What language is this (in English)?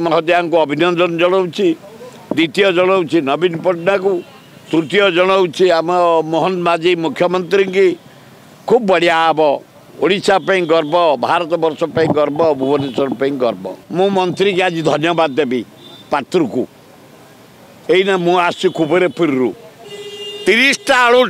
Odia